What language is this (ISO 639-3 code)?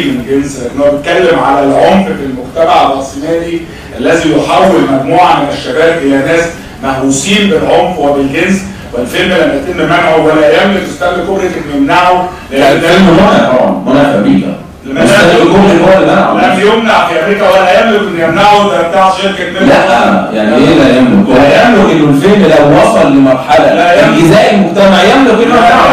arz